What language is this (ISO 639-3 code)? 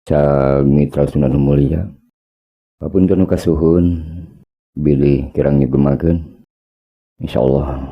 sun